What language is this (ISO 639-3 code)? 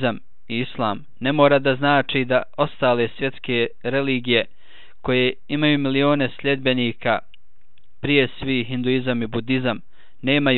bos